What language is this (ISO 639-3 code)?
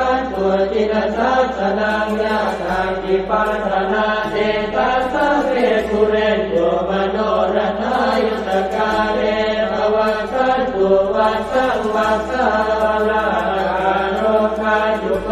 pli